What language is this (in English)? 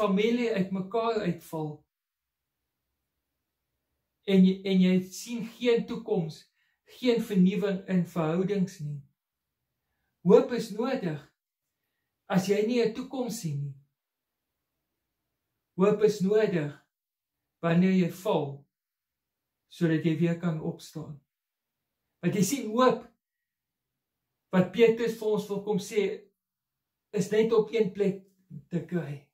Afrikaans